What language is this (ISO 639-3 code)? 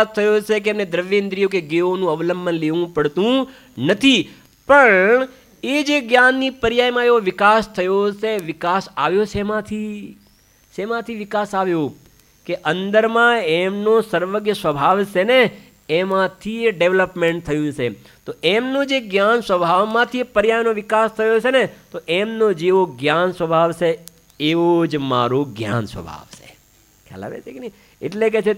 guj